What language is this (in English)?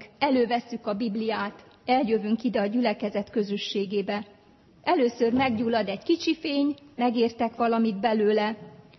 Hungarian